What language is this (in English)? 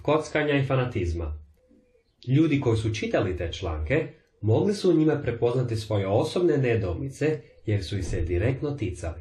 Croatian